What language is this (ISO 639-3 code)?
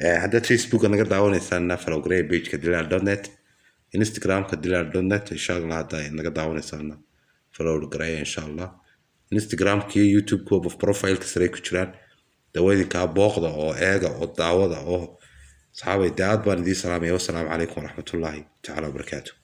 som